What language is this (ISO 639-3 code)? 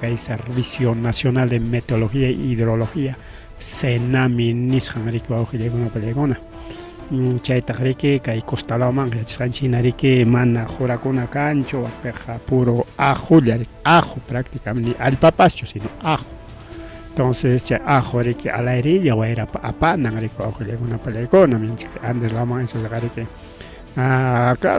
quy